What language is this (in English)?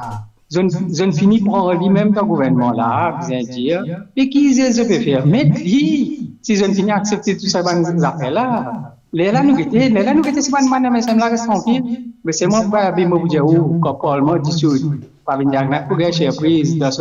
Morisyen